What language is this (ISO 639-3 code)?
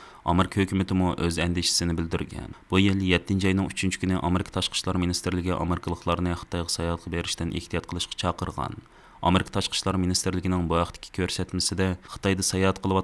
uig